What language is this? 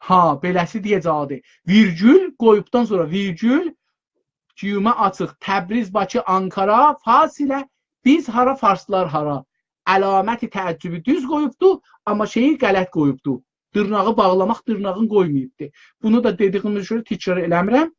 South Azerbaijani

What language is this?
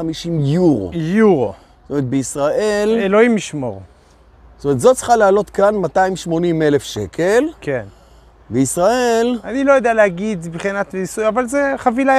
Hebrew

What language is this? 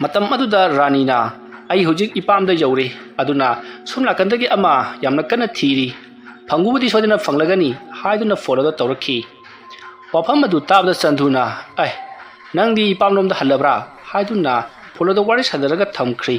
Manipuri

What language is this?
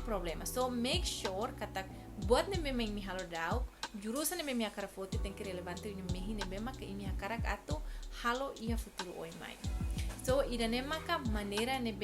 Tetum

